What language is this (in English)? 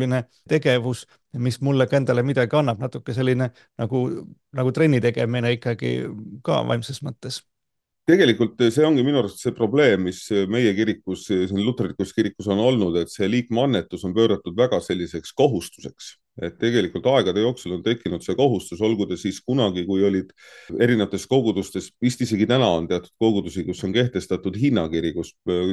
Estonian